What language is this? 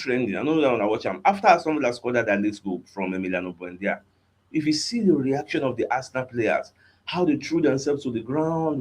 Nigerian Pidgin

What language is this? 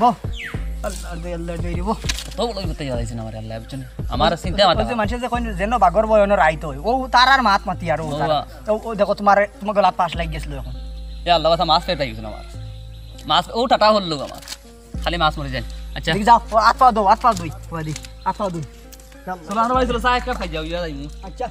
Sylheti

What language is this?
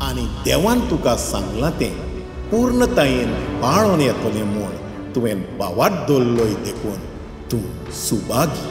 Konkani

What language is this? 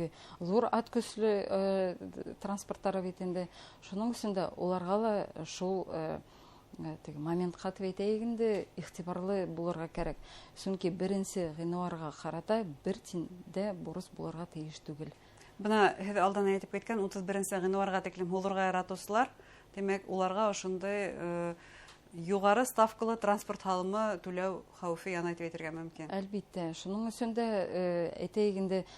Bashkir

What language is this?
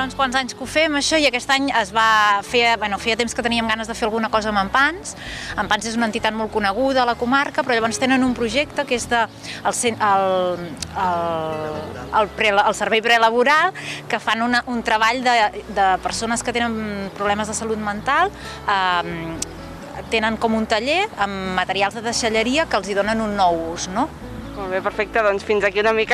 Catalan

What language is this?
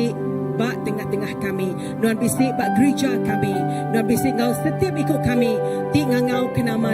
Iban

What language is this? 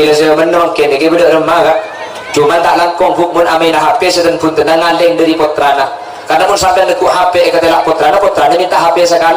Madurese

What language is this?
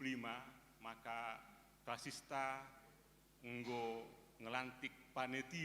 Batak Karo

